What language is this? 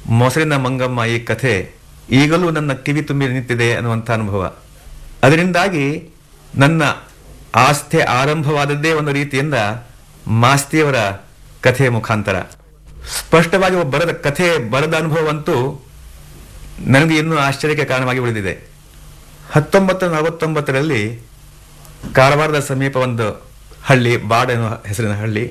Kannada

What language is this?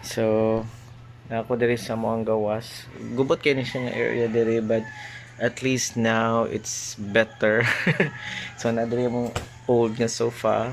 Cebuano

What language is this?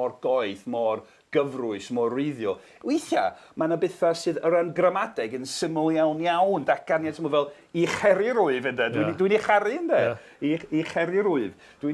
Welsh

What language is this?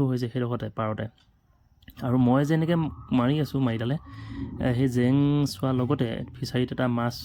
Assamese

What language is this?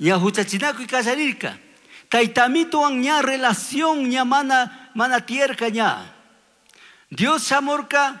Chimborazo Highland Quichua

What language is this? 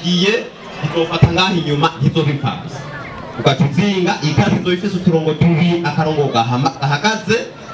Rundi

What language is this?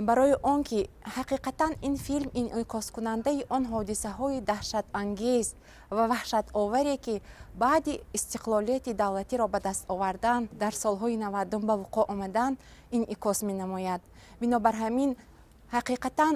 Tajik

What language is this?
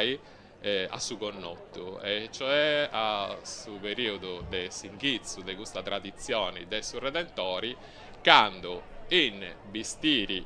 Sardinian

